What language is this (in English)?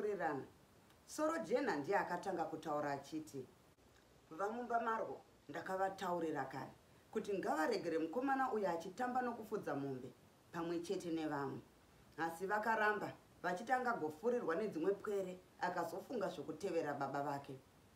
Shona